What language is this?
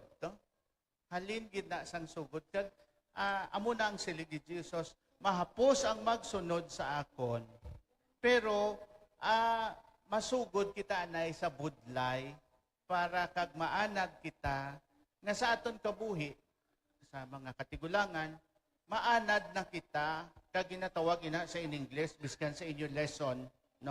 Hiligaynon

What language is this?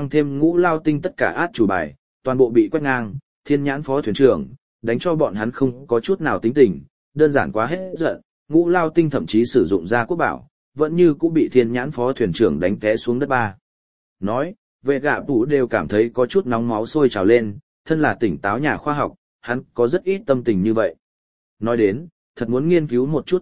Vietnamese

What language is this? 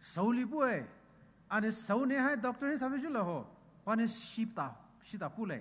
Poumei Naga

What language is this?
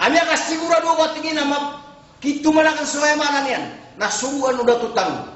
Maranao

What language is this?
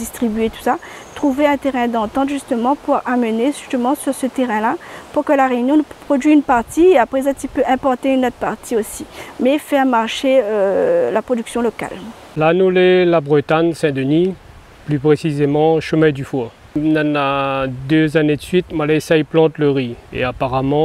Réunion Creole French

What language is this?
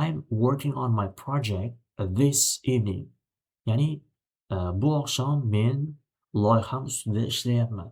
Uzbek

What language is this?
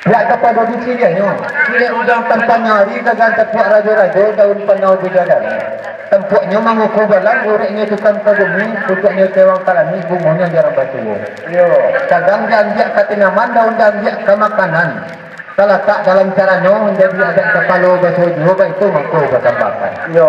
Minangkabau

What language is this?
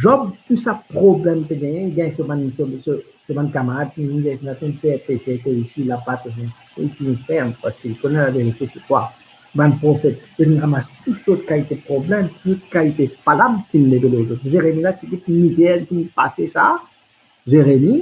Morisyen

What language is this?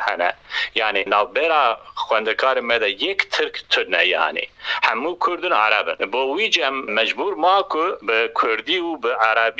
Kurdish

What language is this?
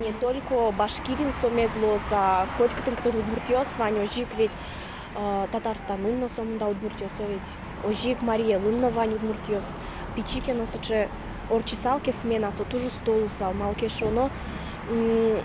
Udmurt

